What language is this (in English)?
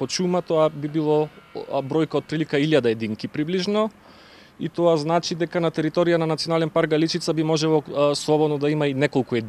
Macedonian